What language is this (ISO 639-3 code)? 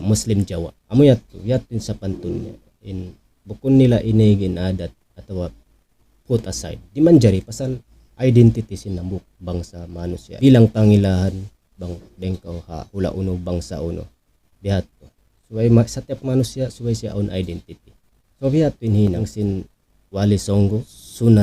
tsg